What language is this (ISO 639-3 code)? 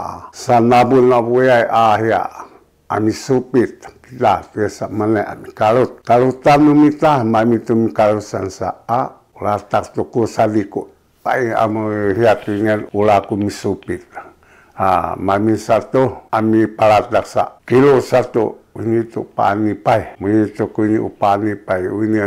szy